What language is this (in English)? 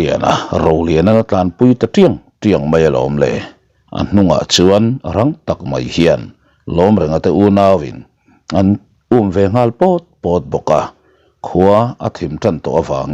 Mizo